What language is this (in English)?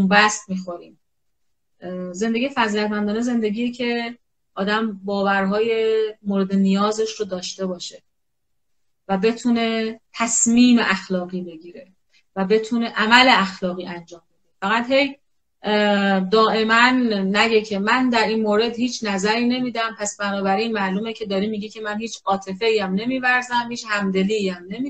Persian